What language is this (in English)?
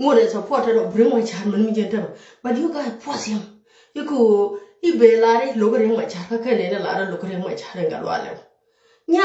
Nuer